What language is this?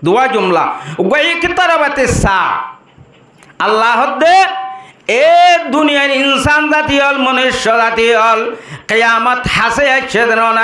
Rohingya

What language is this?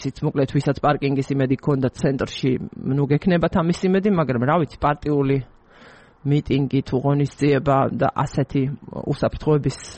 Georgian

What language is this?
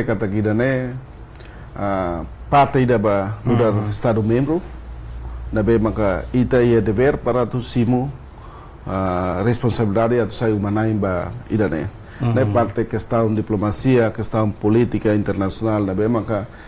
Tetum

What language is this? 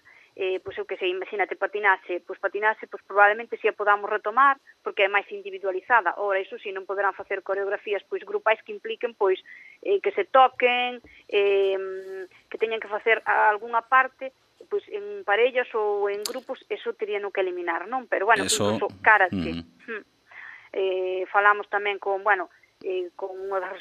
Galician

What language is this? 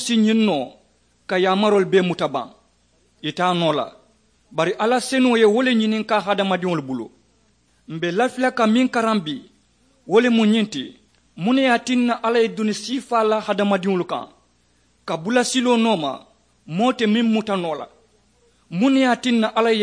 Mandingo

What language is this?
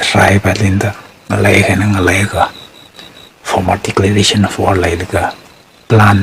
Tangkhul Naga (India)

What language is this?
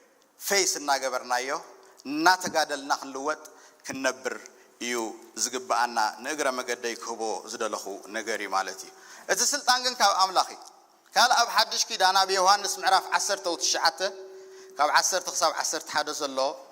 Tigrinya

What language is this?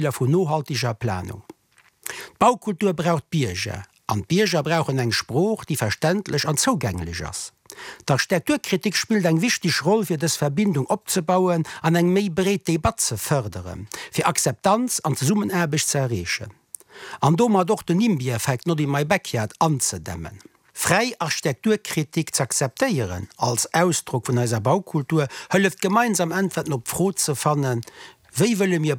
Luxembourgish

